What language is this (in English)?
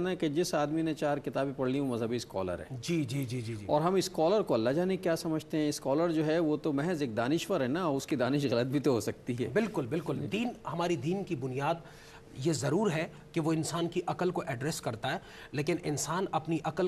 Urdu